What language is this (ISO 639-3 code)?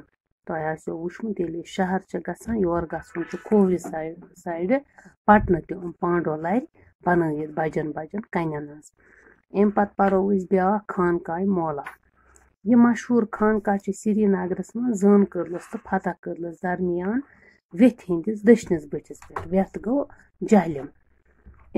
kas